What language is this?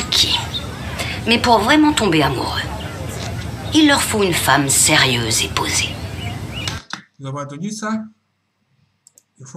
French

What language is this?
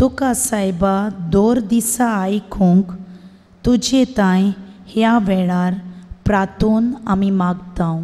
Konkani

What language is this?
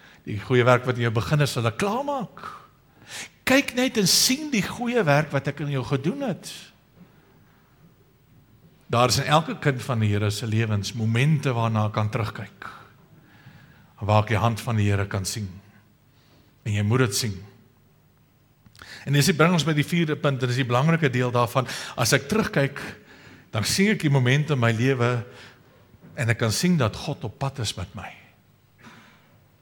Afrikaans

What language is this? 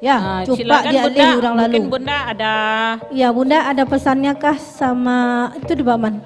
Minangkabau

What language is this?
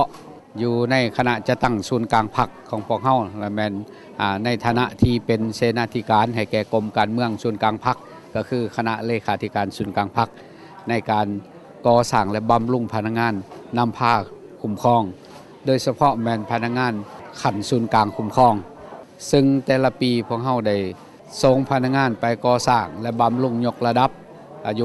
Lao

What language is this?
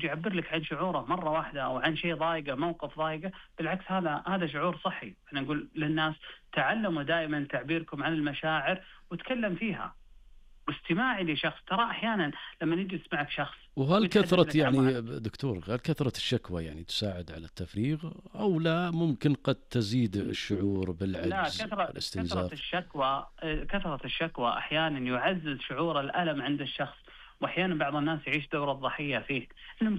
Najdi Arabic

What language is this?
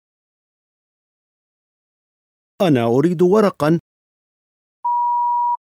Arabic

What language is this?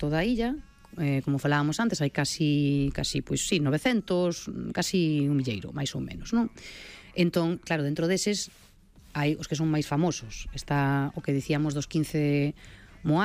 Galician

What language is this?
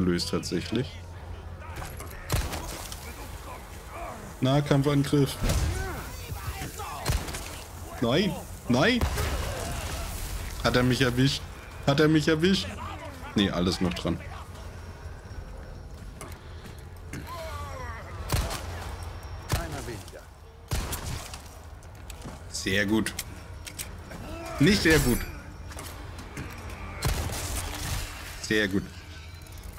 German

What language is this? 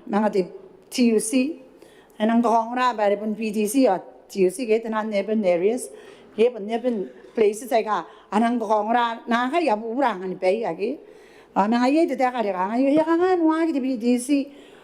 Gilbertese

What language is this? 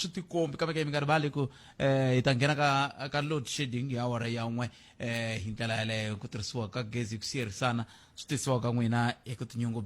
Tsonga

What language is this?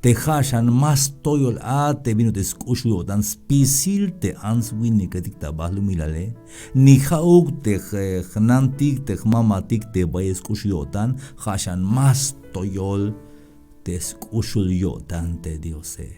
Tzeltal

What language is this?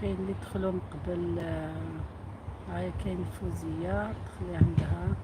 Algerian Arabic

